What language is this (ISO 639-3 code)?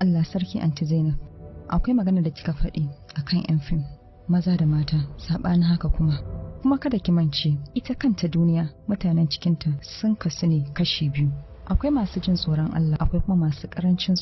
hau